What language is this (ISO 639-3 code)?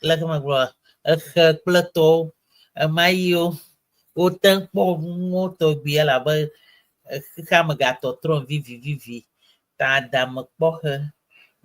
ewe